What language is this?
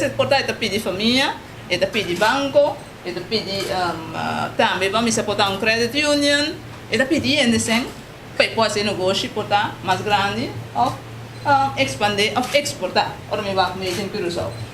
Papiamento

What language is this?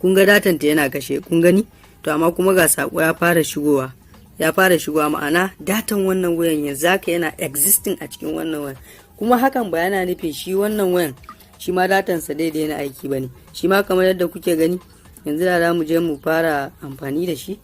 Hausa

